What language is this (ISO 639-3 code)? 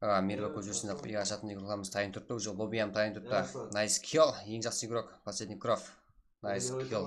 kaa